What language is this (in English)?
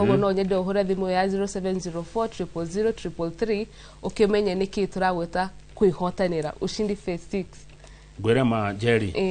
Kikuyu